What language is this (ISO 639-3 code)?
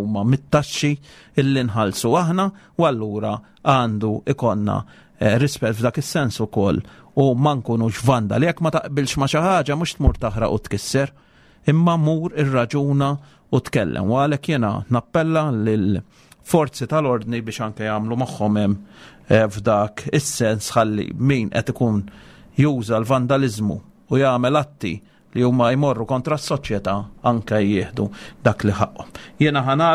mlt